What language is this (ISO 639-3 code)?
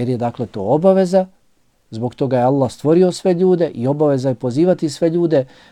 bos